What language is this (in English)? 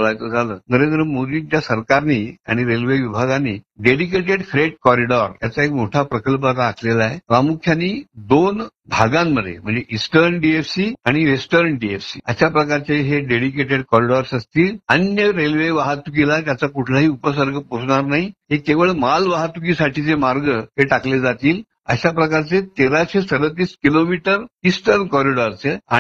Marathi